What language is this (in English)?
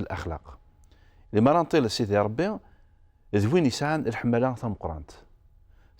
Kabyle